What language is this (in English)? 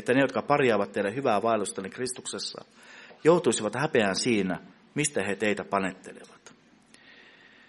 Finnish